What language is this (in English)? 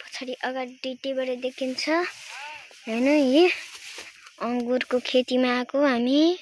Nepali